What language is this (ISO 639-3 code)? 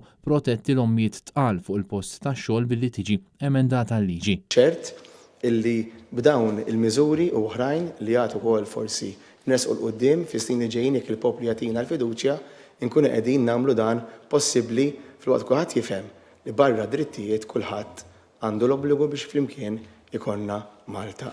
mlt